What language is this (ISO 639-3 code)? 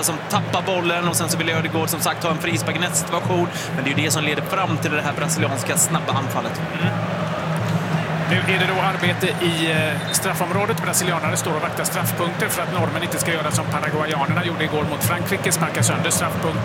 swe